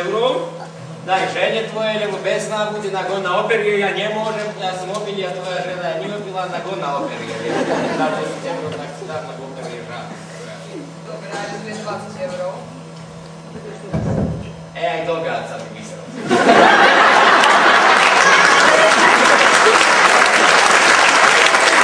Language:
Slovak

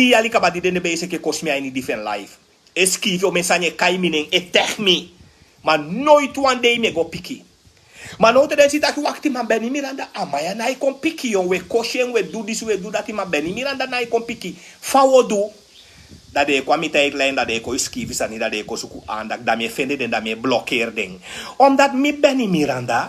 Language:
Sranan Tongo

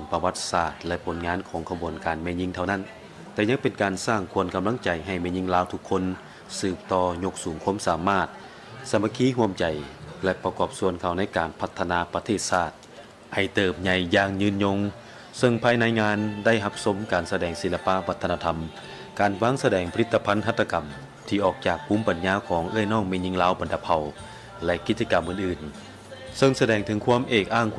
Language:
Lao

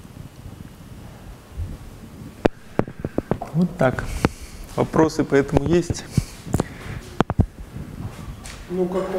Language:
Russian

